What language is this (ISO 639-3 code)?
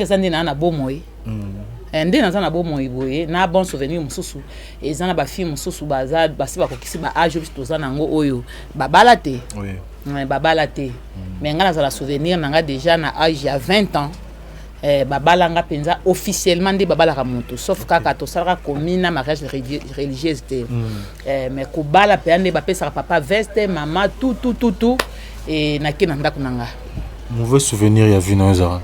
lin